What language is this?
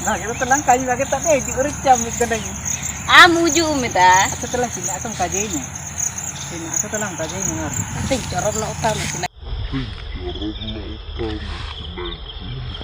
Ho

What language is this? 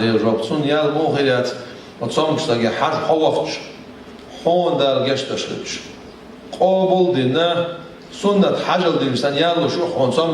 Chechen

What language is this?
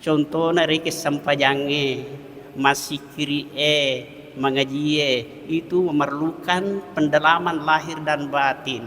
Buginese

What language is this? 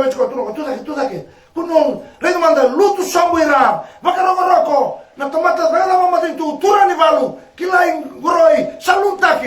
Fijian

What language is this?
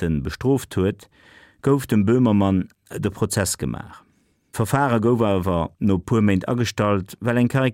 Luxembourgish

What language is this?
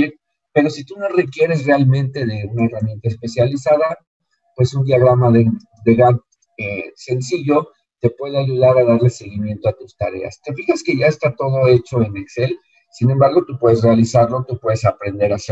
Spanish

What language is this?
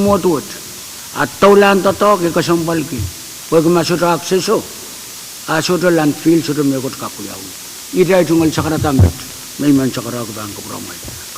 Pohnpeian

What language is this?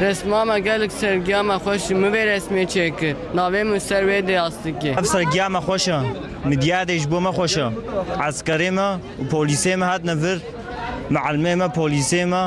Kurdish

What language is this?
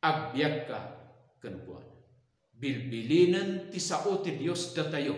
Iloko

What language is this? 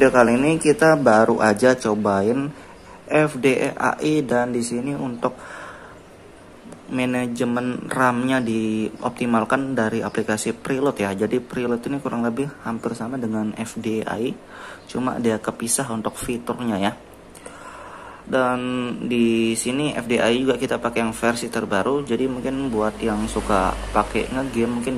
Indonesian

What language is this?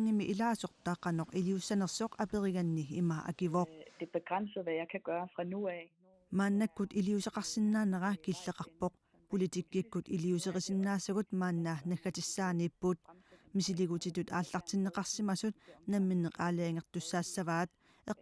Kalaallisut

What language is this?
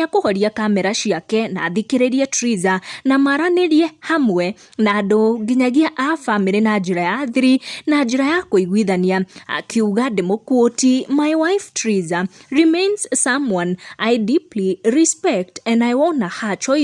Kikuyu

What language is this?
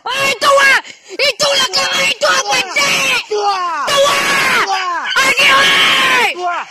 Minangkabau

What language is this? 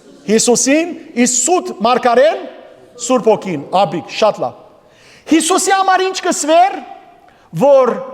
Western Armenian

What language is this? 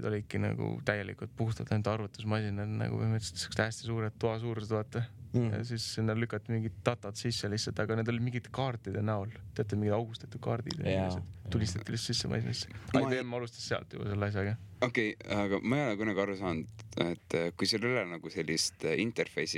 Estonian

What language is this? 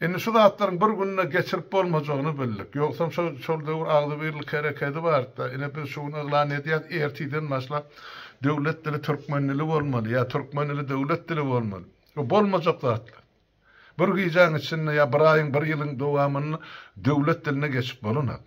Turkmen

